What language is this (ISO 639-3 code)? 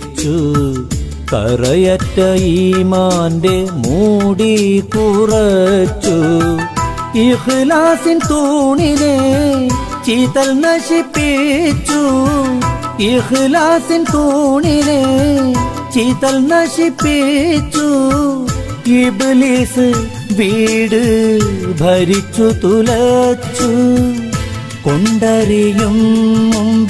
mal